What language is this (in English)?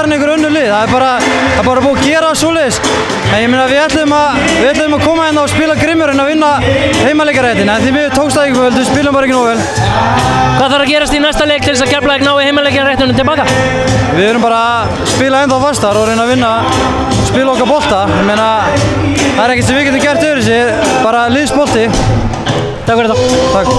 Icelandic